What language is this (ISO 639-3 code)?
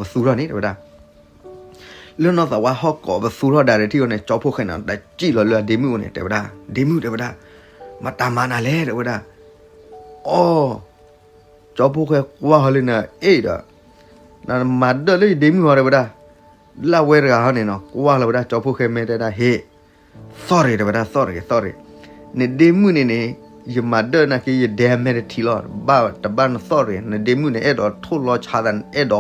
ksw